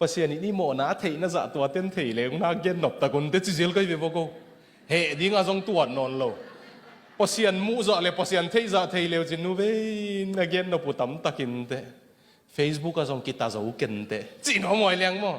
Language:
Tedim Chin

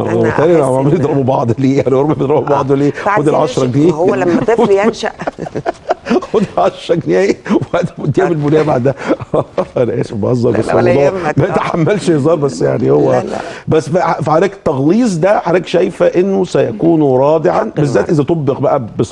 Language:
Egyptian Arabic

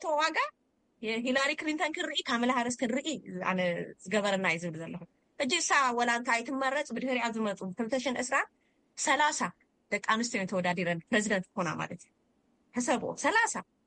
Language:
Tigrinya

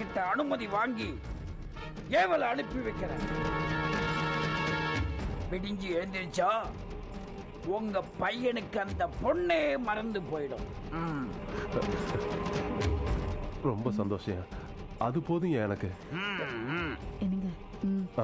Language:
Tamil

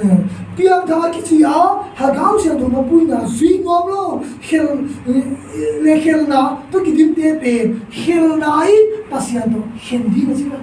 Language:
Tedim Chin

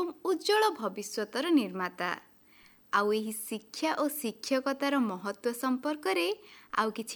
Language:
Odia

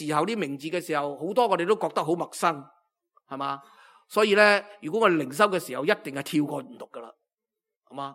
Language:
Cantonese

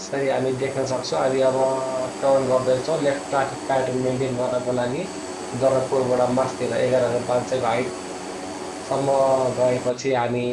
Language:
Nepali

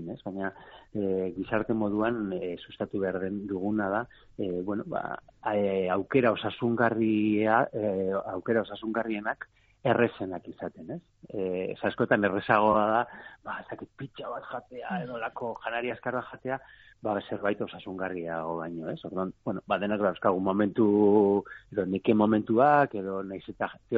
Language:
Basque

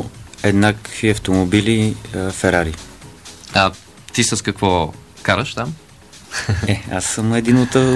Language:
Bulgarian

